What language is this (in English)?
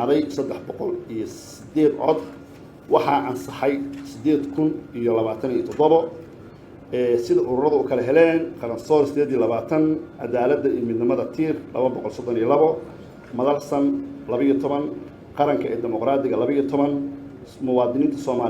Somali